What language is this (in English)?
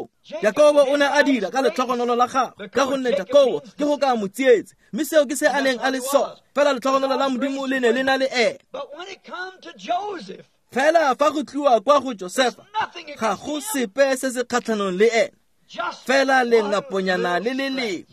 Tswana